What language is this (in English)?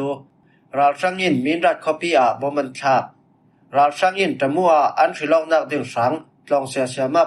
Falam Chin